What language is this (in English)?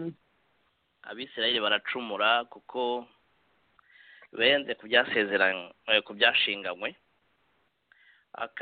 Kinyarwanda